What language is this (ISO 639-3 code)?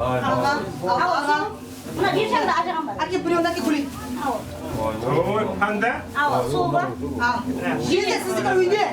kaa